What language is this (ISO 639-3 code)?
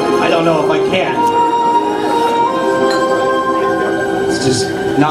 eng